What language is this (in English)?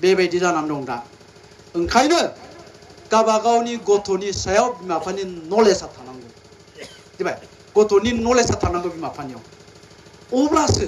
Bodo